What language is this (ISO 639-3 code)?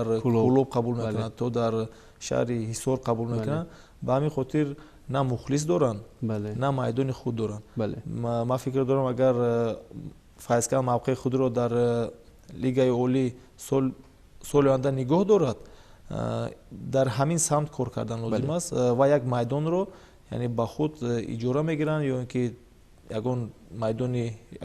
tgk